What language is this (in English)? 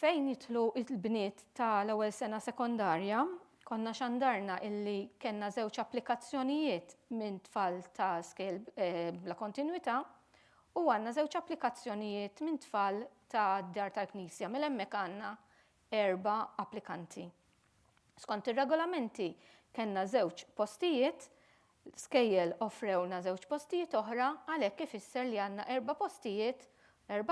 Maltese